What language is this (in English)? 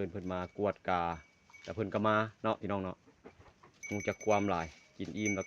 Lao